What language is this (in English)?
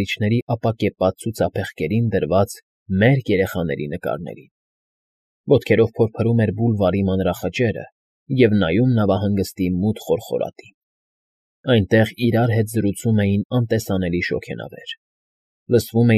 Armenian